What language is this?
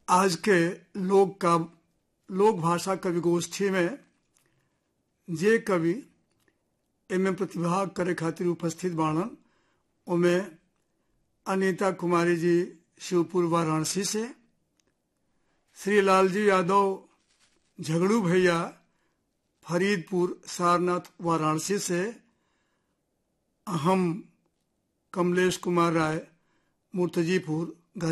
Bhojpuri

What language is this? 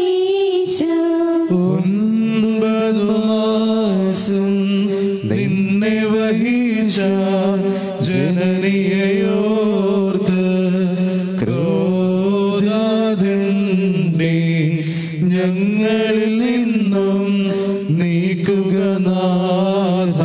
Malayalam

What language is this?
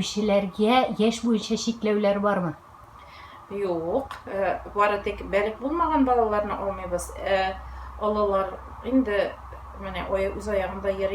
Tatar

